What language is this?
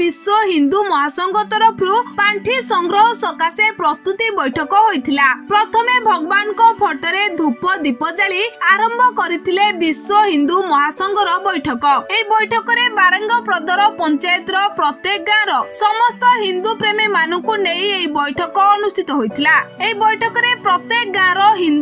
Odia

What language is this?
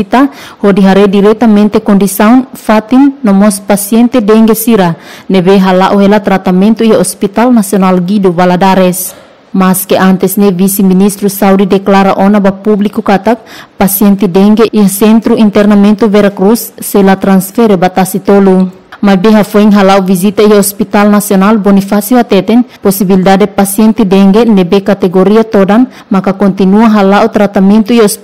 Tetum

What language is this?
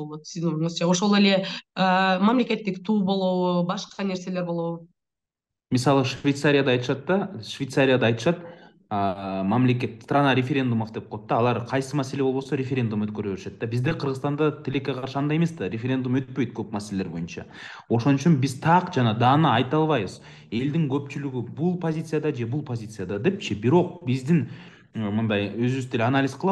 Kyrgyz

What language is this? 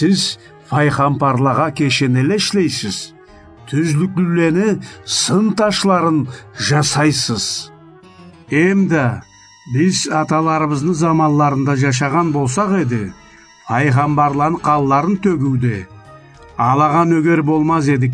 Karachay-Balkar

